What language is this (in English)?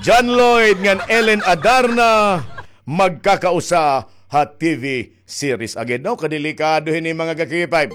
Waray